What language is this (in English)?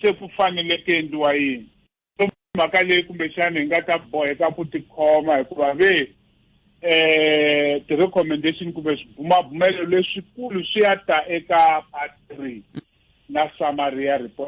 Tsonga